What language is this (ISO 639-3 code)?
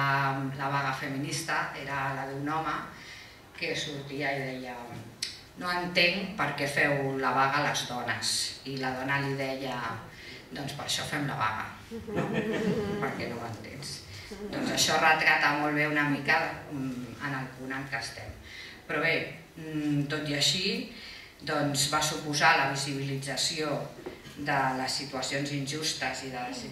cat